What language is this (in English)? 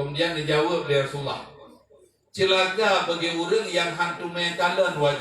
Achinese